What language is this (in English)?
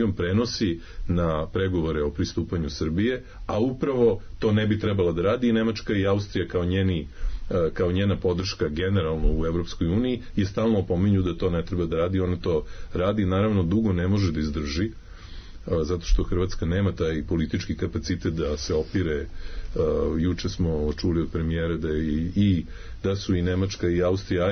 Serbian